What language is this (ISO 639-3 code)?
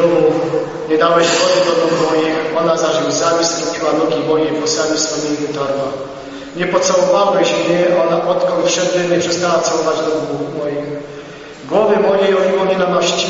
pol